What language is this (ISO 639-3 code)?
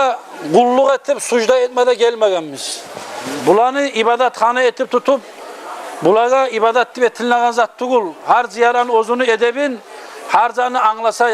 kum